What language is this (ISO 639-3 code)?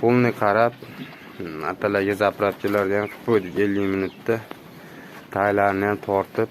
uzb